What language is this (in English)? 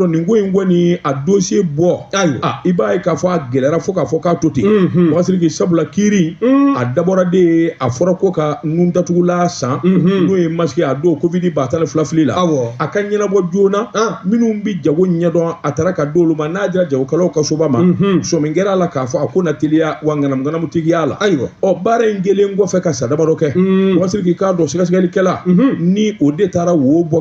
Bambara